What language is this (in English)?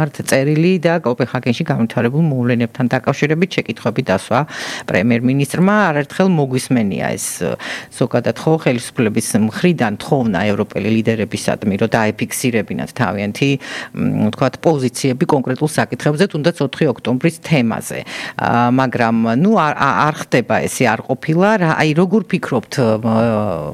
Georgian